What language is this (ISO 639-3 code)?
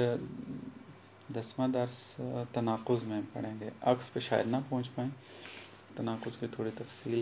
urd